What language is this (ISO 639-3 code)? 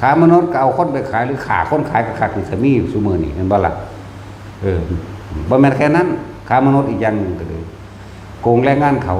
tts